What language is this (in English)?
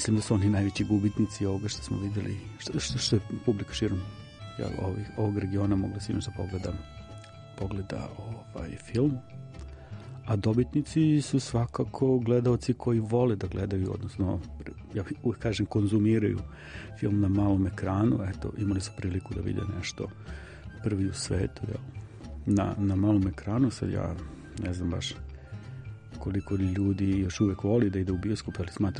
Serbian